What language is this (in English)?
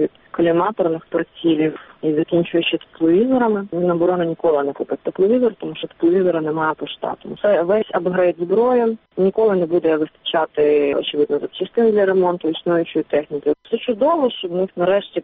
Ukrainian